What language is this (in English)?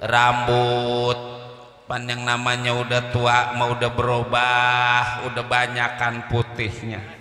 Betawi